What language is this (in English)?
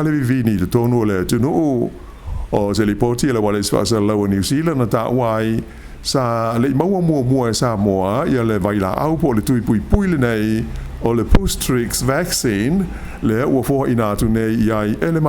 Samoan